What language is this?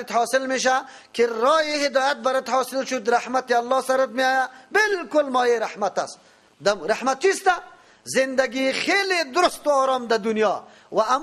Persian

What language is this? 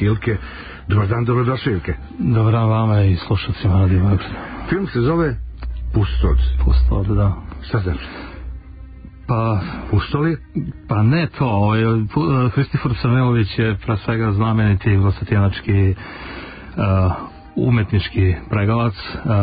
Serbian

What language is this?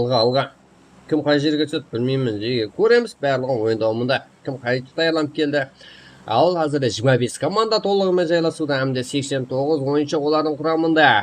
Kara-Kalpak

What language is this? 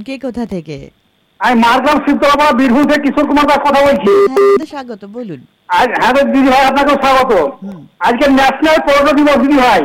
Bangla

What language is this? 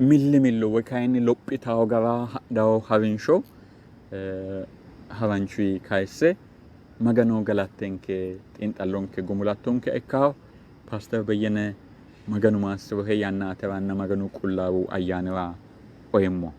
Sidamo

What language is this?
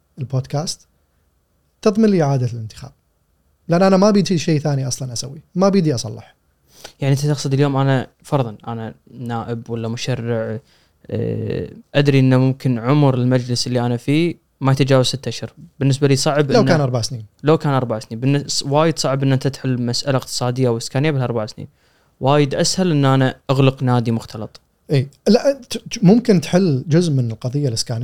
Gulf Arabic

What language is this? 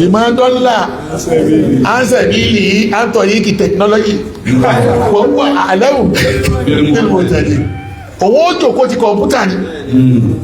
Yoruba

